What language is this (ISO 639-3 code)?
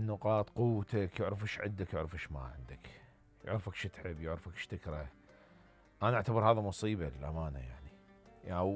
acm